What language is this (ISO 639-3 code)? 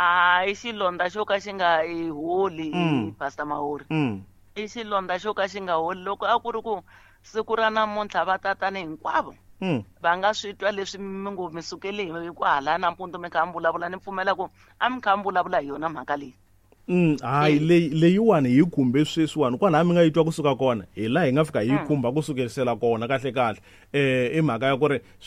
tso